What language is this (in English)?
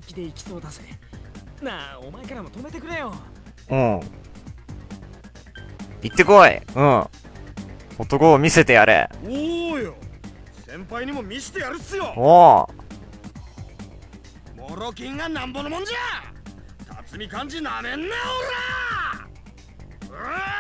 Japanese